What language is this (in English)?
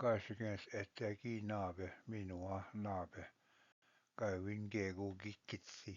Ojibwa